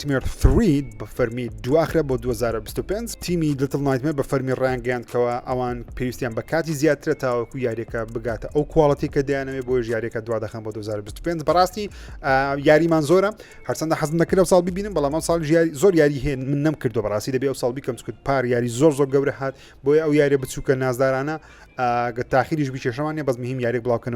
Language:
Central Kurdish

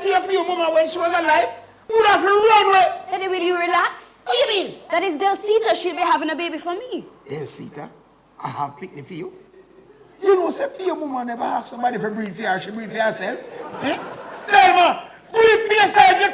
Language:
Jamaican Creole English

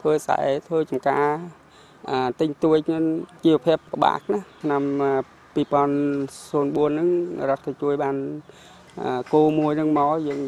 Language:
Khmer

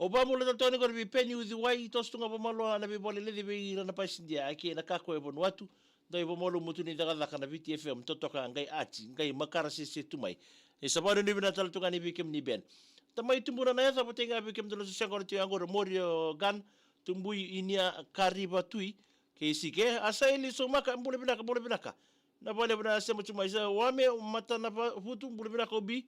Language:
Fijian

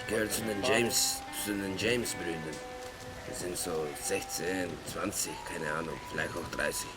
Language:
Swiss German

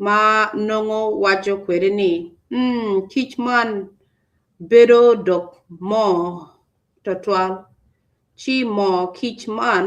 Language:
Acoli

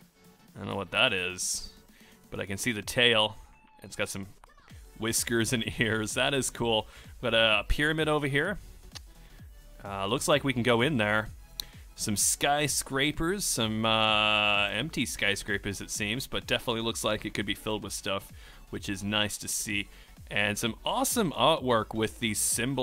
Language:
English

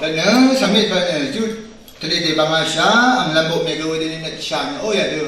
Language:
Rawang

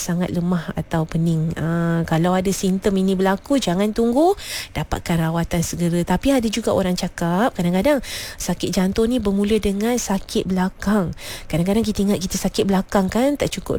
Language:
Malay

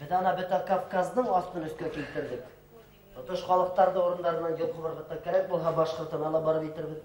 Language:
Bashkir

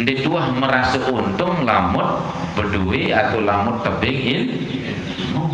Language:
Sasak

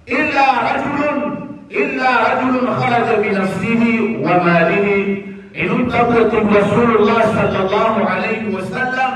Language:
Maranao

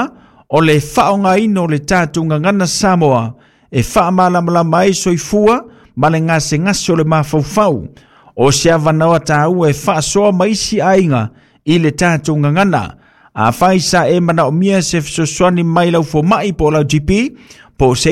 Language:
Samoan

